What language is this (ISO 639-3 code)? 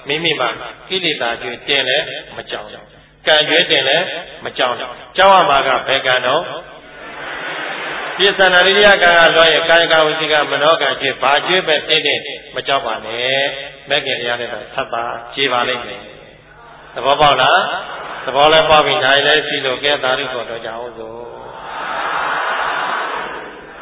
mya